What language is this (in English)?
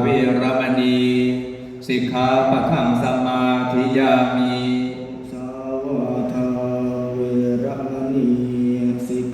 Pali